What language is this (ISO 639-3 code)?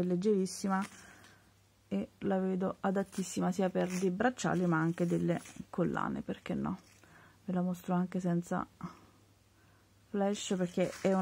ita